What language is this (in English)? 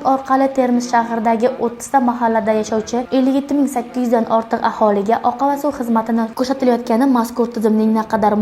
Uzbek